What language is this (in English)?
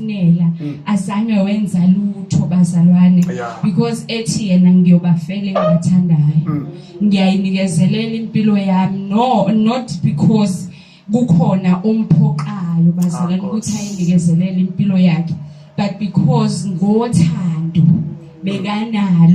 Zulu